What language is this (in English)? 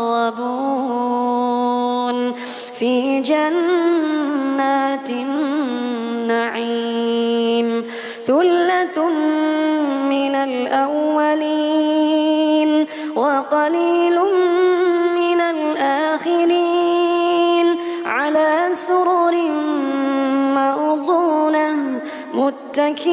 Arabic